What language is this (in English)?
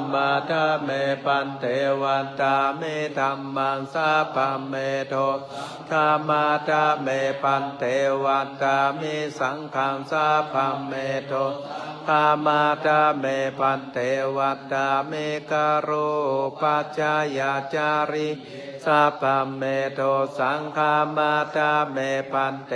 Pali